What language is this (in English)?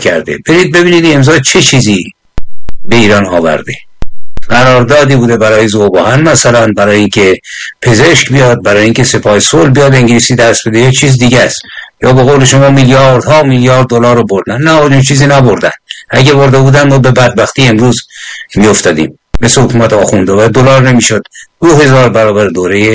Persian